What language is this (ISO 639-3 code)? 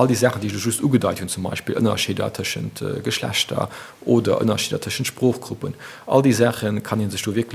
ltz